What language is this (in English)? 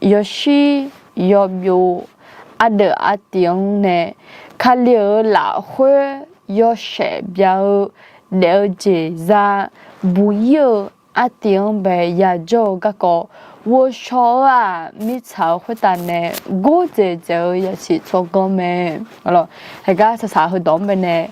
Akha